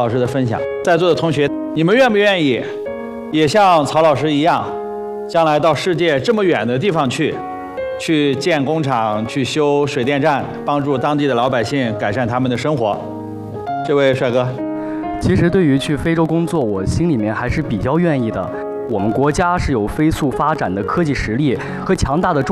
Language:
Chinese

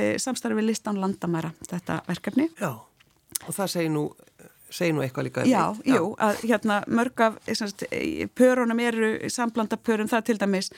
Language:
Icelandic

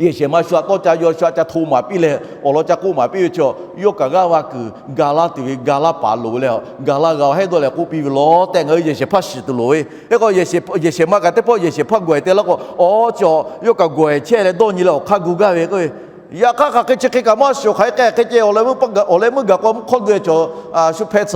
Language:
Lahu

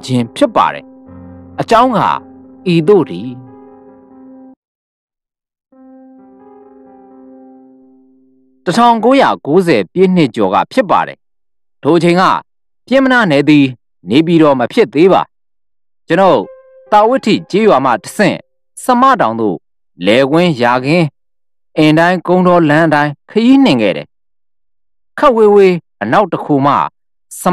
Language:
Burmese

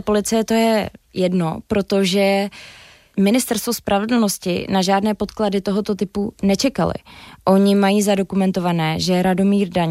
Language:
Czech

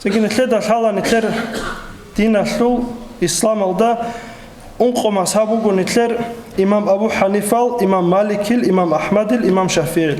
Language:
Avaric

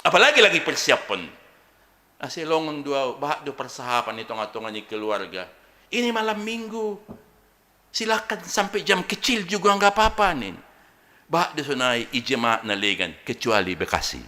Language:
Batak Simalungun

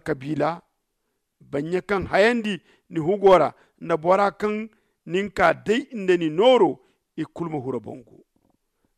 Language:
Zarma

